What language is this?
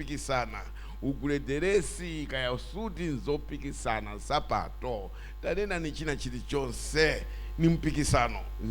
Nyanja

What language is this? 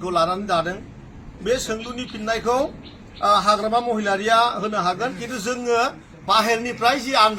Bodo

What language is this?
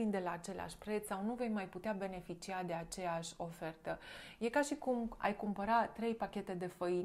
Romanian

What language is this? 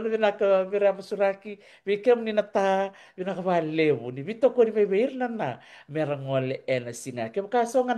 Fijian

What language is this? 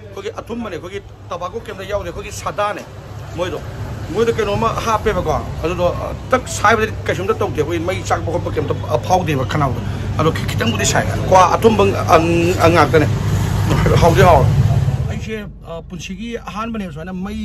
Manipuri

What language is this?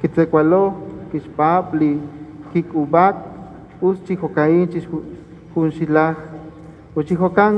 Kekchí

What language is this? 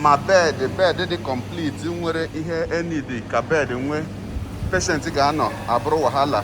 Igbo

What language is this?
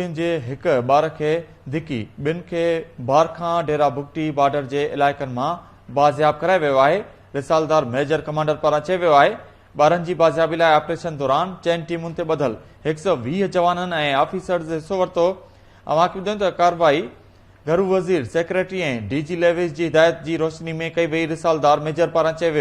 Sindhi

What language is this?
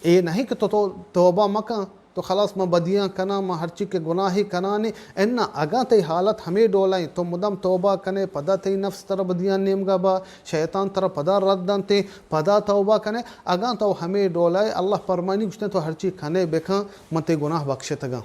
Baluchi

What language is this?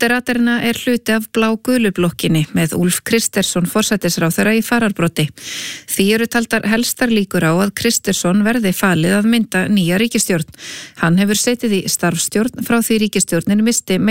Icelandic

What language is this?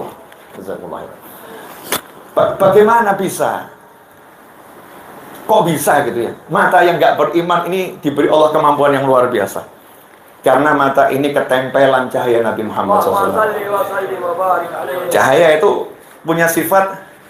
Indonesian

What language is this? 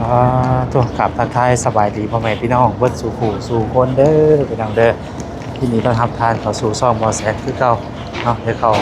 Lao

